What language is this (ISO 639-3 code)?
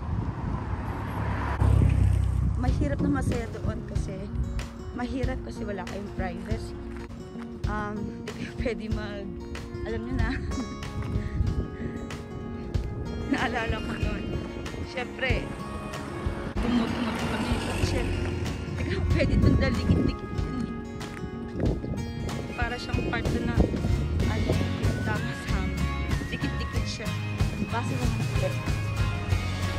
fil